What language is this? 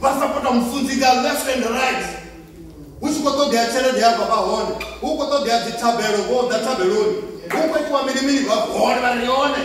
Venda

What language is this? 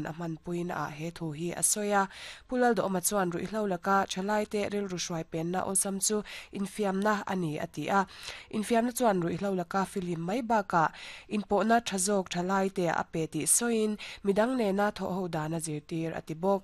Mizo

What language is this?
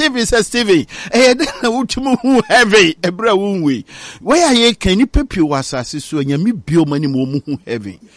Akan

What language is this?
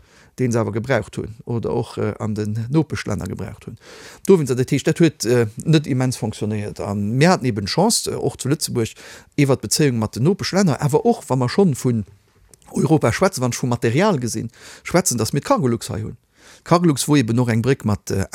Luxembourgish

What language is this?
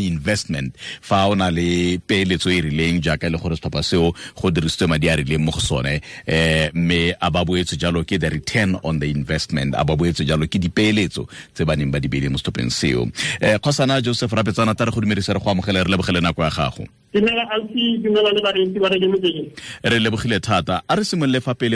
Tswana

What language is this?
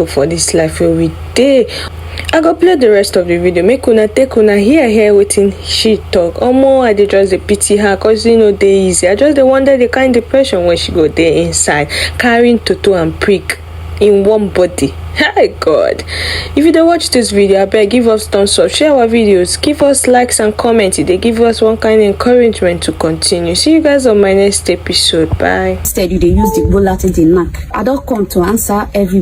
Nigerian Pidgin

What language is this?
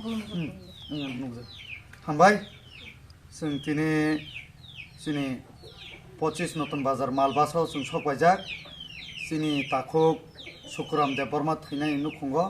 Kok Borok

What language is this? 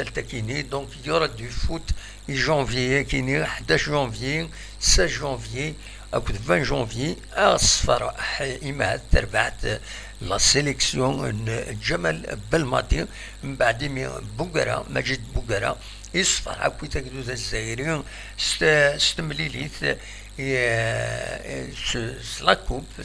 Kabyle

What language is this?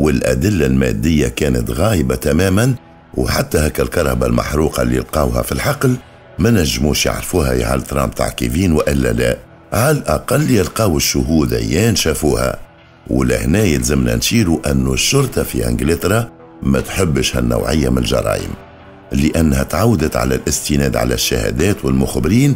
Tunisian Arabic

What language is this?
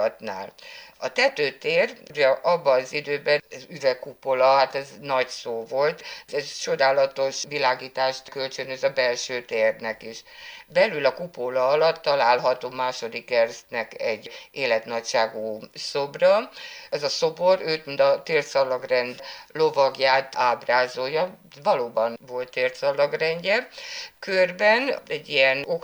Hungarian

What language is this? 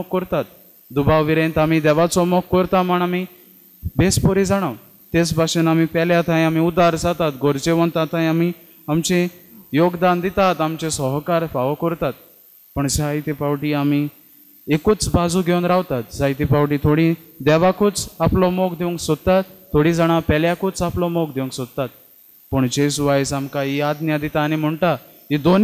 Konkani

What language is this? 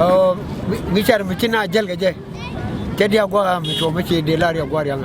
Nuer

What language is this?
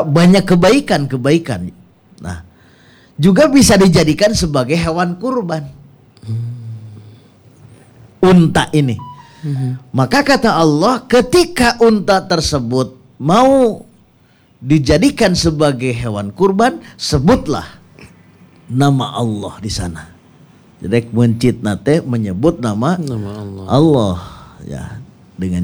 Indonesian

